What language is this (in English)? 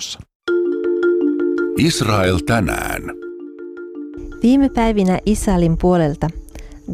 Finnish